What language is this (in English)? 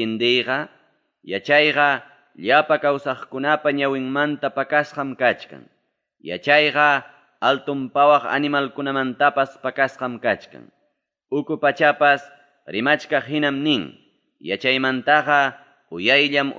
Ayacucho Quechua